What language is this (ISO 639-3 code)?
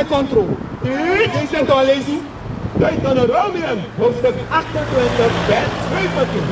srn